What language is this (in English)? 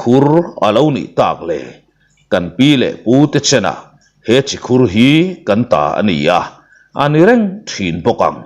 Mizo